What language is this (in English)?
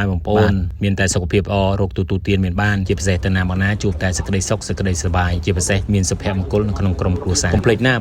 Khmer